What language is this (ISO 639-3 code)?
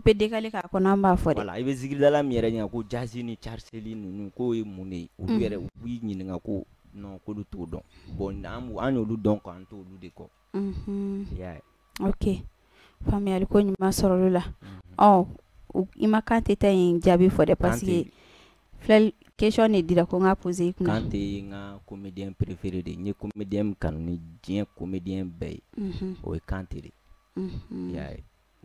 bam